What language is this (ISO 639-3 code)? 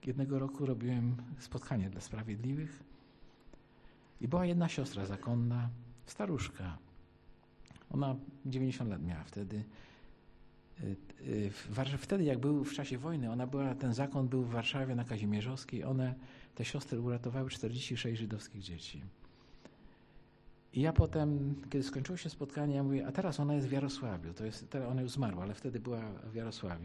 pol